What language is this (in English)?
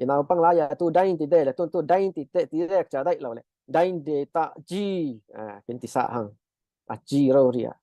Falam Chin